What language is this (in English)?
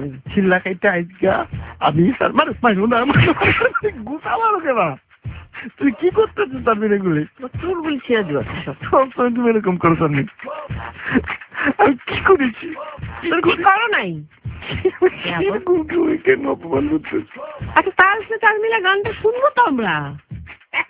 Bangla